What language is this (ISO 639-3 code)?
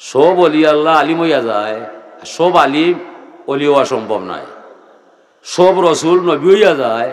syl